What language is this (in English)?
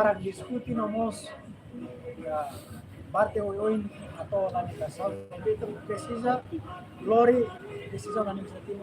Tetum